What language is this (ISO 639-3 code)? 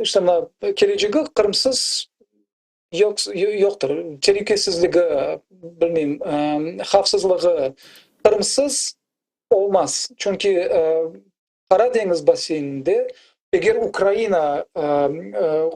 crh